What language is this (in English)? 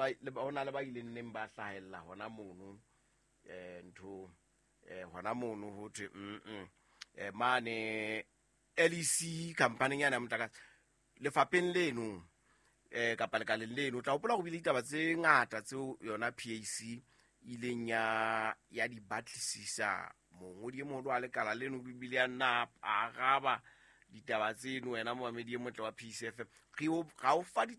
Southern Sotho